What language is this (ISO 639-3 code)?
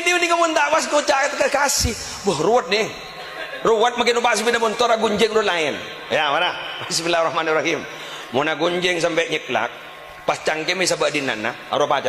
mad